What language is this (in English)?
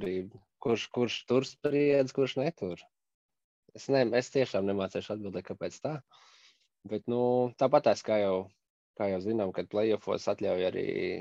Latvian